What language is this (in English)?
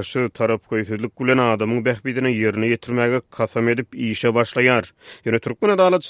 Turkmen